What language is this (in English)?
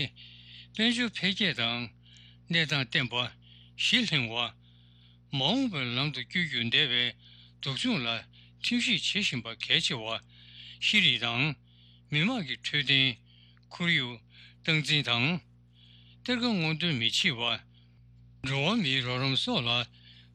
Tibetan